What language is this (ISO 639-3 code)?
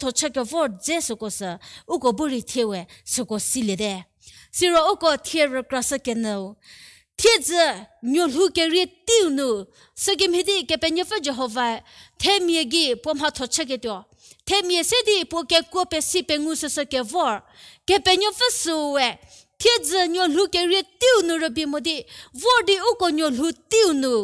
njm